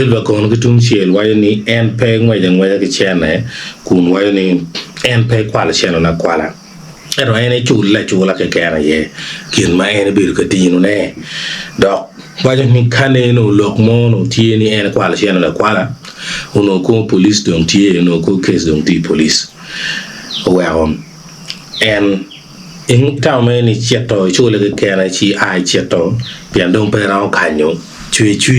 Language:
Acoli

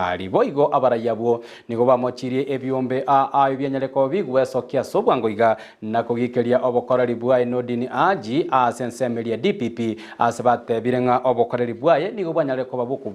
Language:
Gusii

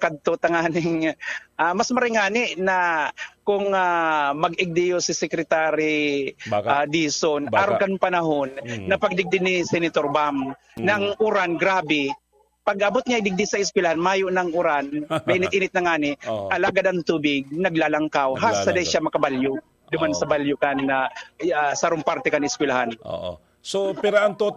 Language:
Bikol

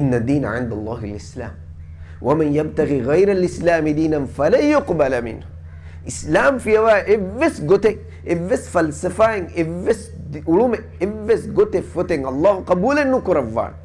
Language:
Divehi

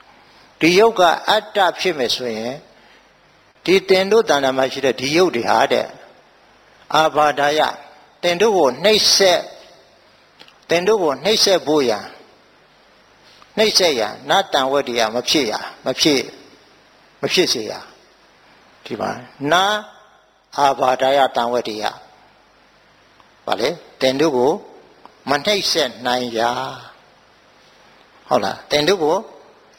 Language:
Burmese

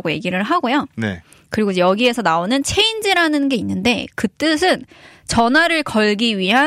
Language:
Korean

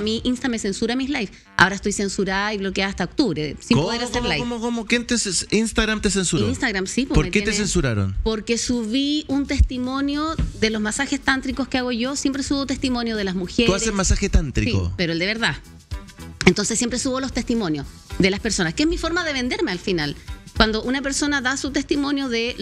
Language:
Spanish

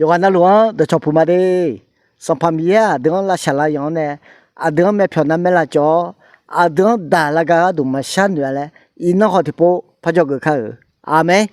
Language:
Akha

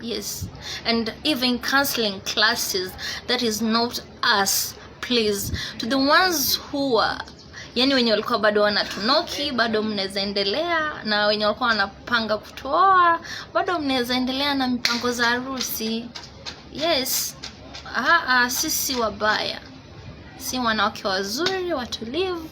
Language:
Gusii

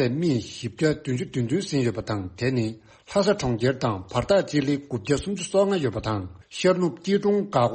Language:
Tibetan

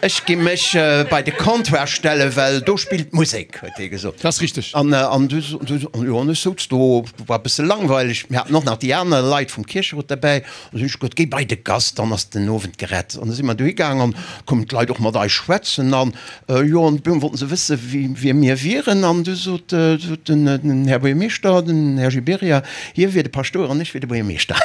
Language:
Luxembourgish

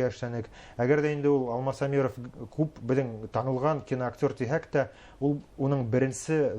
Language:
Bashkir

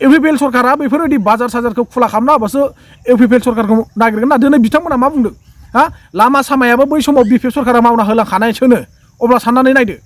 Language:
Bodo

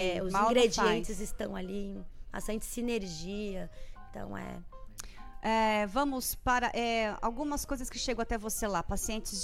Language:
Portuguese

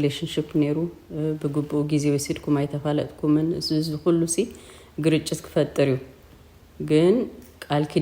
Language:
Tigrinya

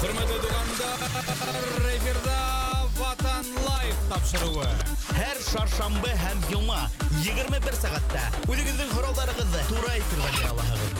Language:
Bashkir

